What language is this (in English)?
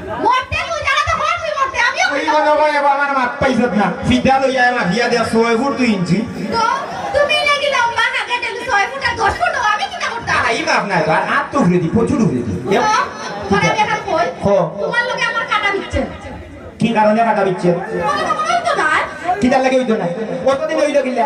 Sylheti